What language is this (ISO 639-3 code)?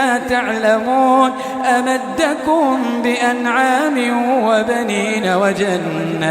ilp